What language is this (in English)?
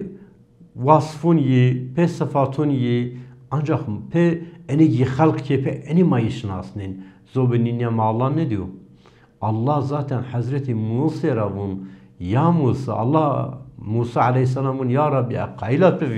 Zaza